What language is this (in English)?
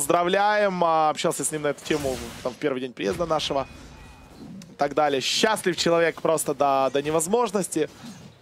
Russian